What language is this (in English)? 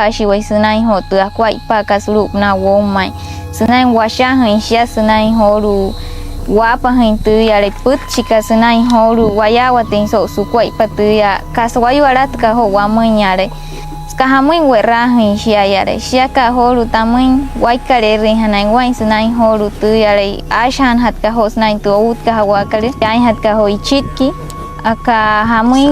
Wayuu